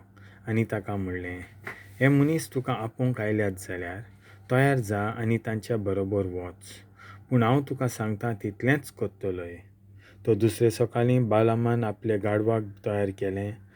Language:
Konkani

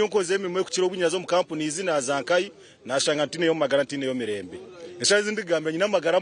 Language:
Nyankole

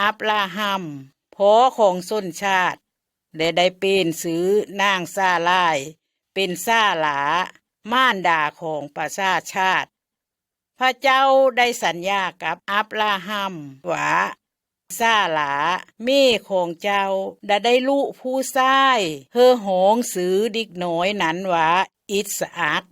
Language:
Lao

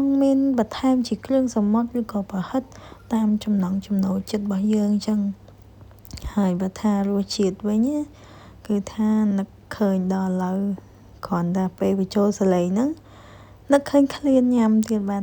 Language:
Khmer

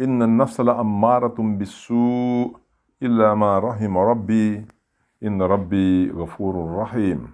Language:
Sranan Tongo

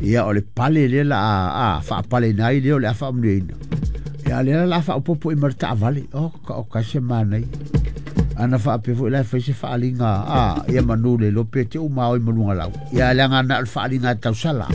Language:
Samoan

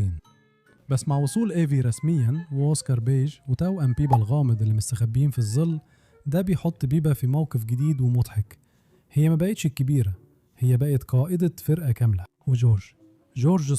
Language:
Egyptian Arabic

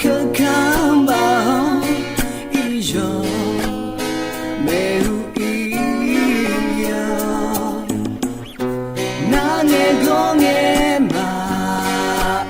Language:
Akha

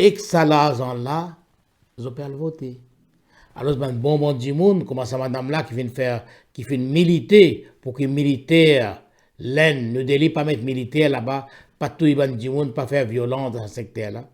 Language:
Morisyen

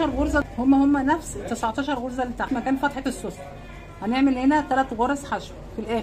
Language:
Egyptian Arabic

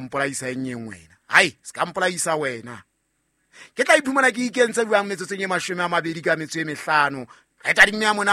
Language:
Southern Sotho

